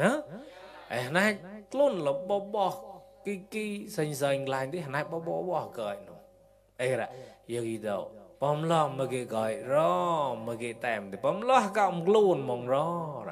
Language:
Mon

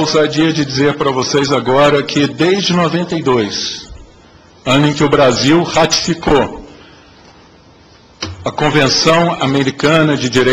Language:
Portuguese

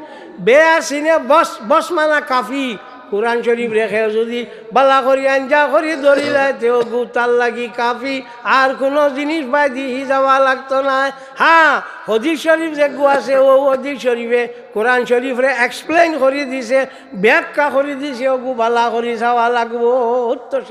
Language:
Sylheti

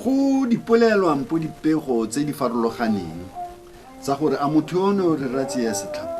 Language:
Tswana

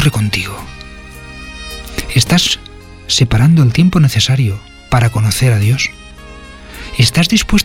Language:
Spanish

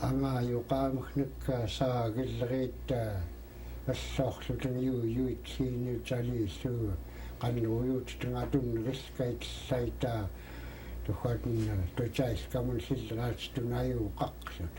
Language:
Central Yupik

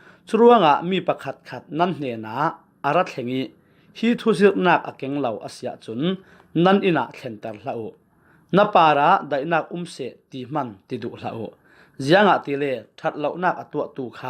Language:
Falam Chin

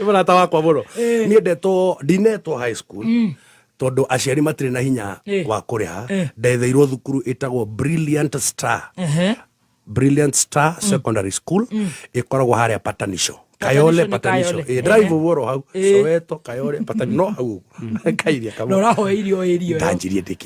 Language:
Kikuyu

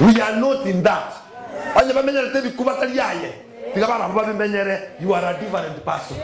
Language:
Gusii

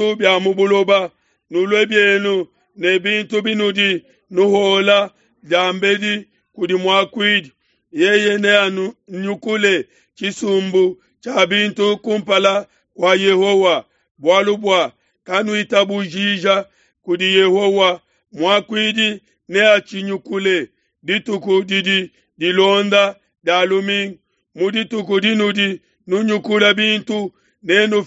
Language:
Luba-Lulua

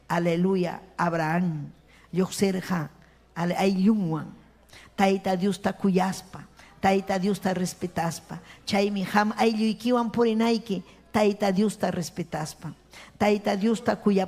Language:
Ayacucho Quechua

